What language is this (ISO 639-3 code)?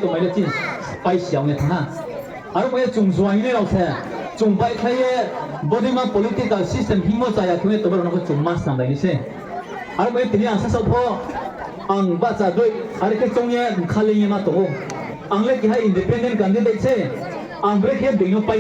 ria